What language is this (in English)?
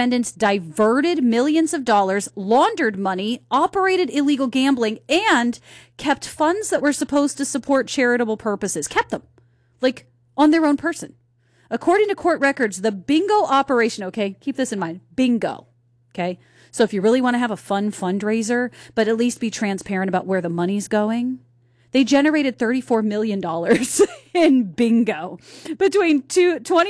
English